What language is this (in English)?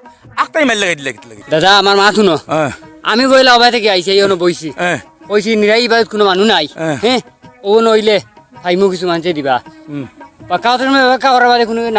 Sylheti